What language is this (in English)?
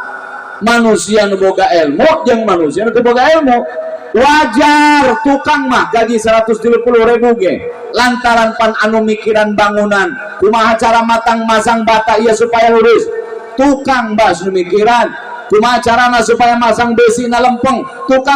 Sundanese